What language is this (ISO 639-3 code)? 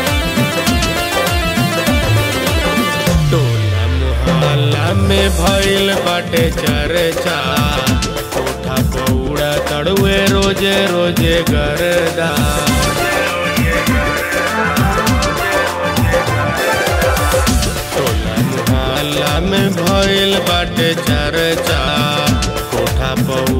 bho